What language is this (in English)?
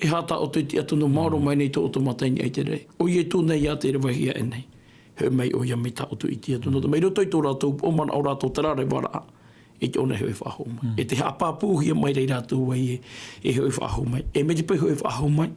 Tahitian